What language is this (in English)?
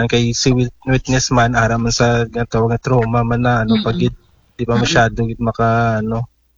Aklanon